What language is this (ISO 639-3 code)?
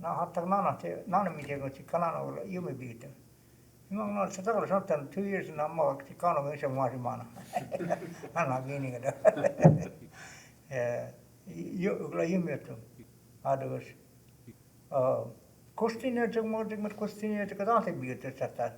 cho